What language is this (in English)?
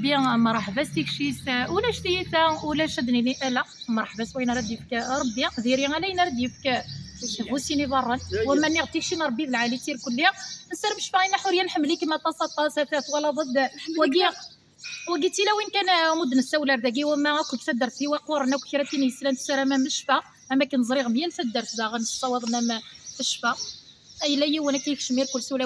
Kabyle